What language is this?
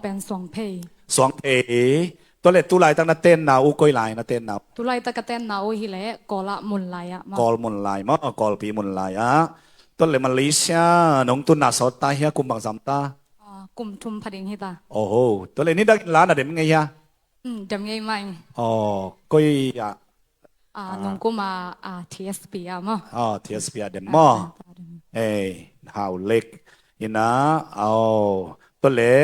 Tedim Chin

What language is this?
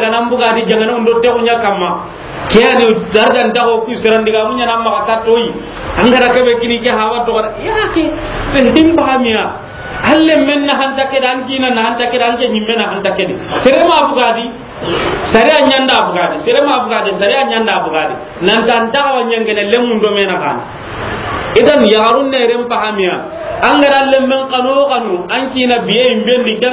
Soninke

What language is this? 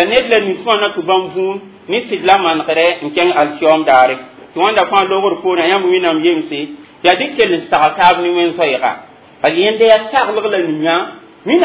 Mossi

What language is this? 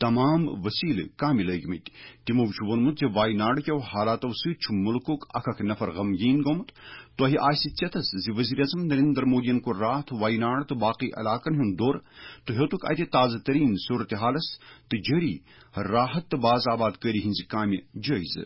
Kashmiri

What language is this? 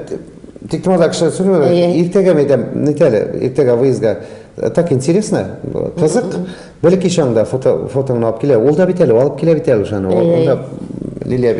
Tatar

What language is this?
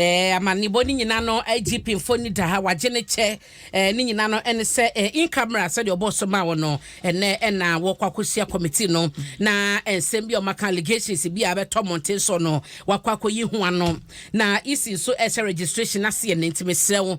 Akan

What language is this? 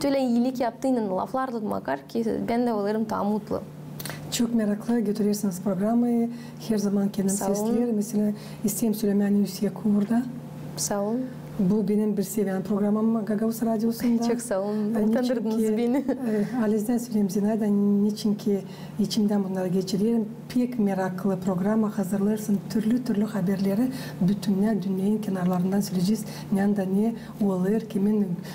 Gagauz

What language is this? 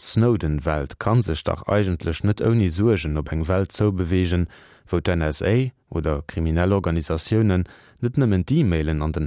Luxembourgish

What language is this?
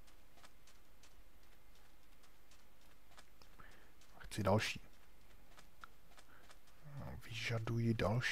Czech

